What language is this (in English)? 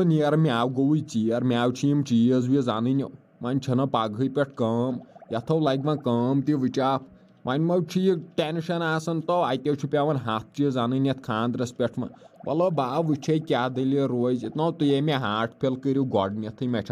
Kashmiri